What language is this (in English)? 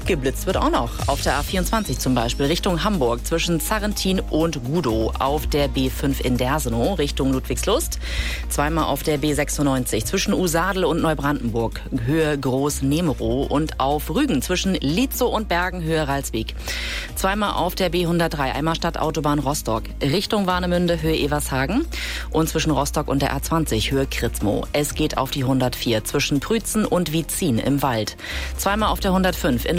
German